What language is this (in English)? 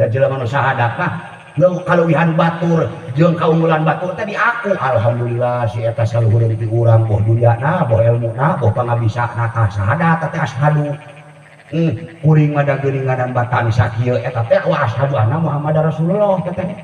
Sundanese